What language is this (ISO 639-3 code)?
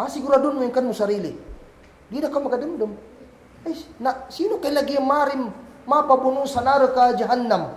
kll